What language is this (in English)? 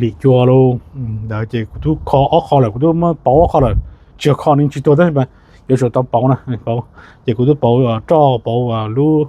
Hmong